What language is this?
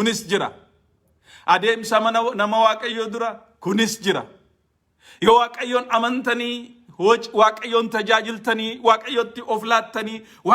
Oromo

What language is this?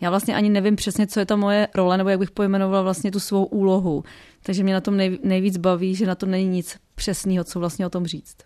Czech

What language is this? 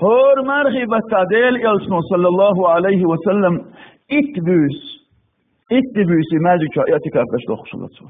Chechen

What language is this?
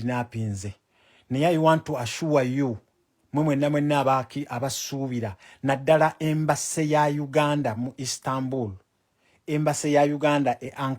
Ganda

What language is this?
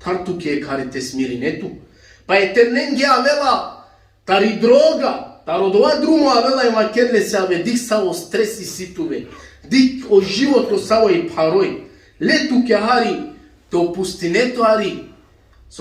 Balkan Romani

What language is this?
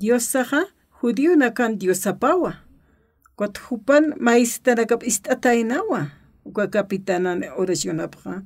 Aymara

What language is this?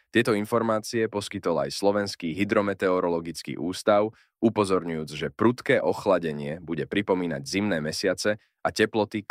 Slovak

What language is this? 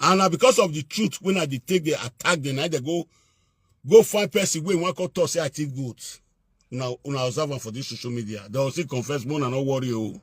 Nigerian Pidgin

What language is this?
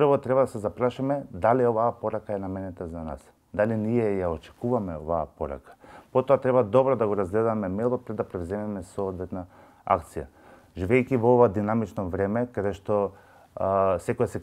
Macedonian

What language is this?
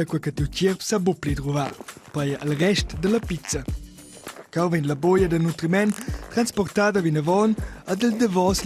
Romansh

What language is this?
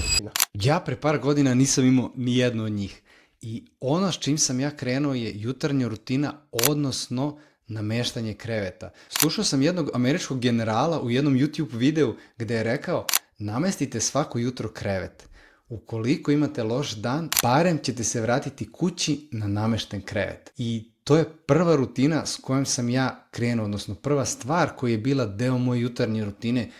Serbian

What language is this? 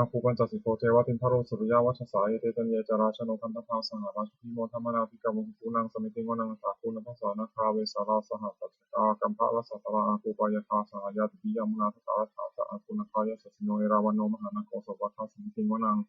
Pali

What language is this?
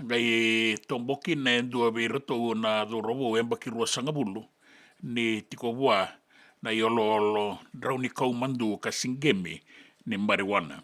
Fijian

